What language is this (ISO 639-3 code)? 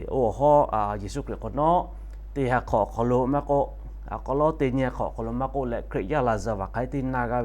lhu